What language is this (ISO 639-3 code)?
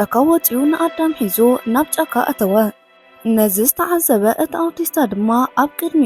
tir